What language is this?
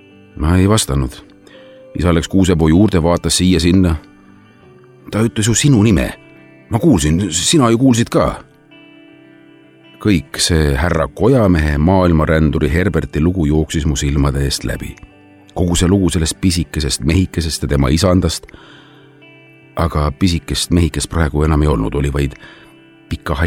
Estonian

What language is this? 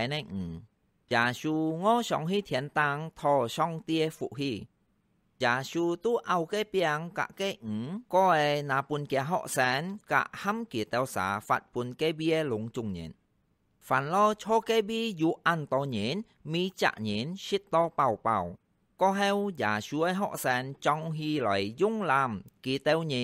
Hakka Chinese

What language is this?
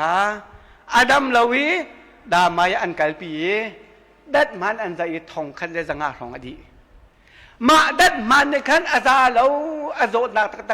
Hakha Chin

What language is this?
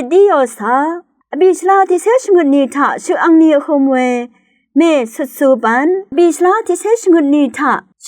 Rawang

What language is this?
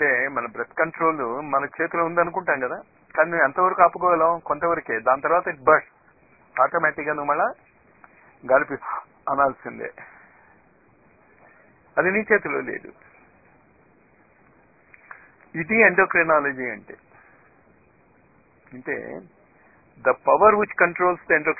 Telugu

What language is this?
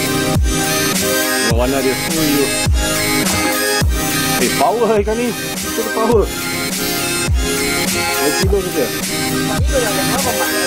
Malay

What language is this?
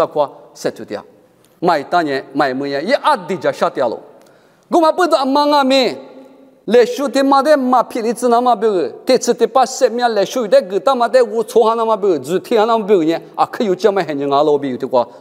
Lisu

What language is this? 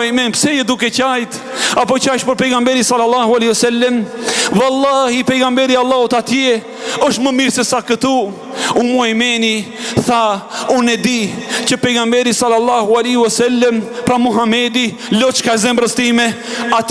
Albanian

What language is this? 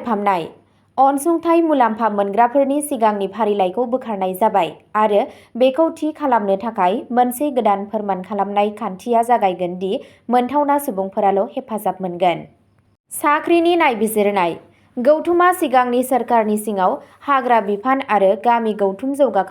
Bodo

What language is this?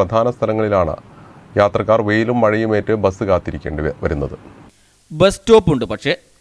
Malayalam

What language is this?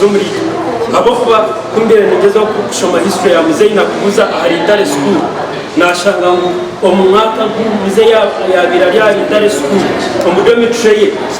Nyankole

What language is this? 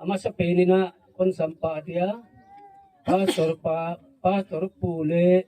Gangte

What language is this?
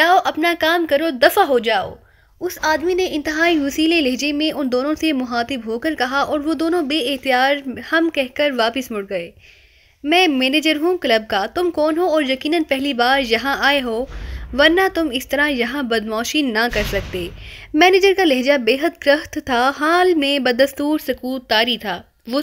Urdu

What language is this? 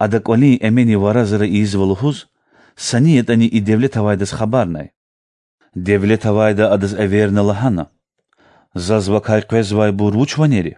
Lezghian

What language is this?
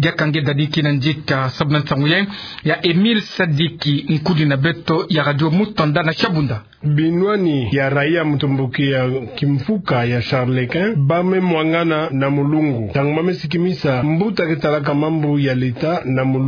Kituba (Democratic Republic of Congo)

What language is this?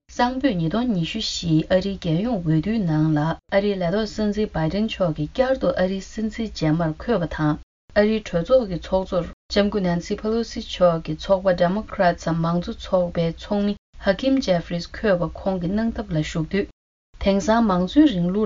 Tibetan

